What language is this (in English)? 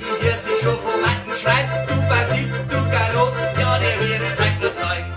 Bavarian